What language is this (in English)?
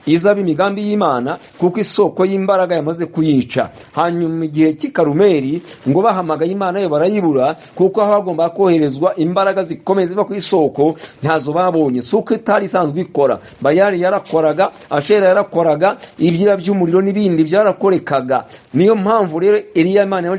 Kinyarwanda